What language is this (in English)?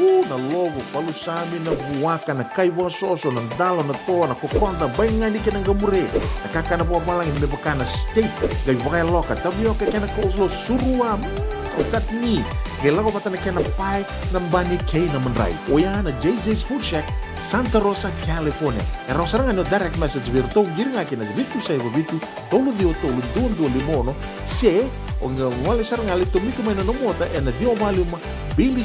Fijian